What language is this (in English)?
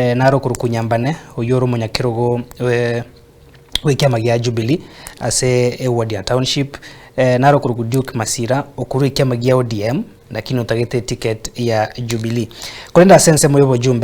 Gusii